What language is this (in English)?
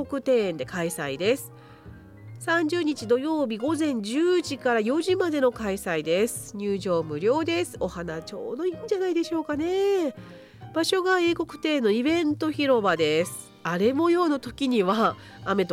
Japanese